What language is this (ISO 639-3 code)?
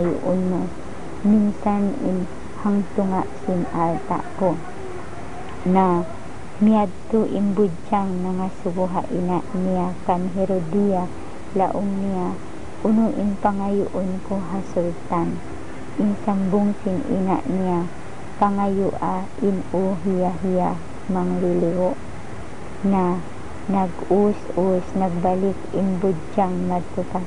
tsg